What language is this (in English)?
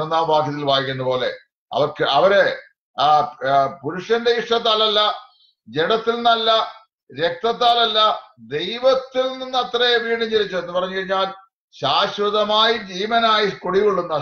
Malayalam